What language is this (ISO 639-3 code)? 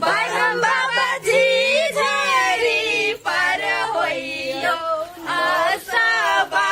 mai